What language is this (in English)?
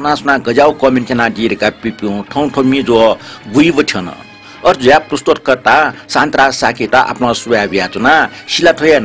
Newari